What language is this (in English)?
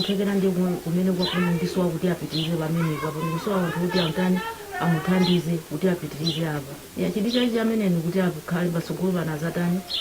Nyanja